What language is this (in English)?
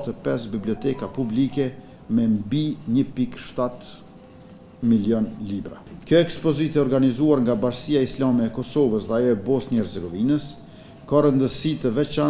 Albanian